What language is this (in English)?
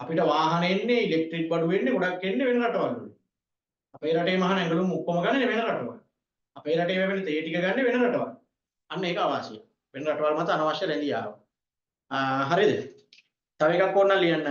Sinhala